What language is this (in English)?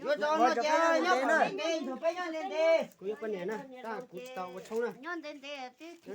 Hmong